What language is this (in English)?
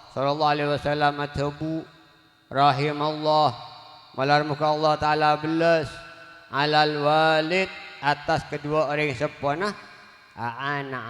Madurese